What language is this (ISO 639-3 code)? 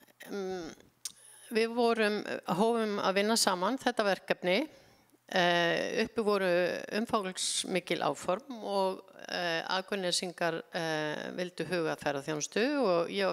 isl